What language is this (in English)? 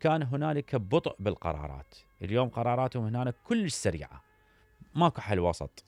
Mesopotamian Arabic